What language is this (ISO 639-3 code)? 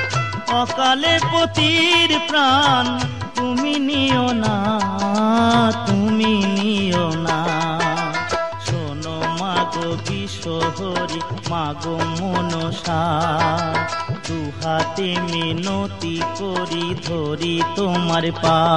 ben